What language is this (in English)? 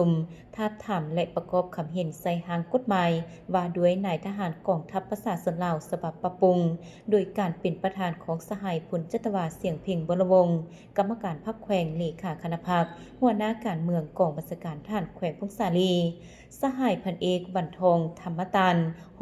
Lao